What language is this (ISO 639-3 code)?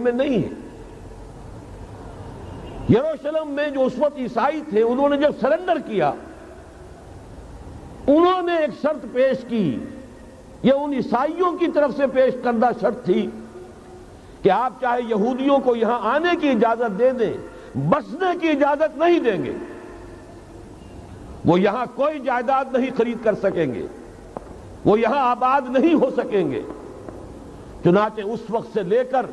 urd